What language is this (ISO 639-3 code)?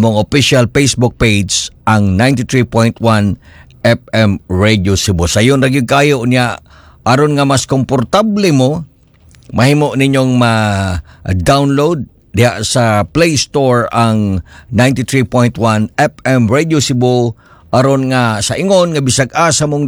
ceb